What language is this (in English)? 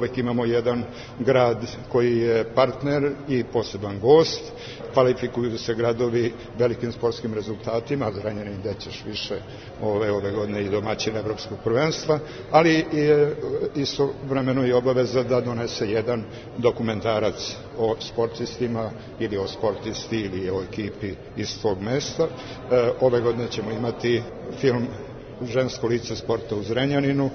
Serbian